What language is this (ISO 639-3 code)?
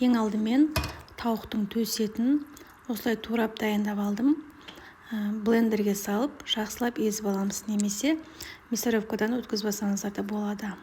kaz